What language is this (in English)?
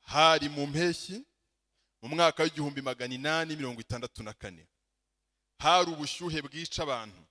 Kinyarwanda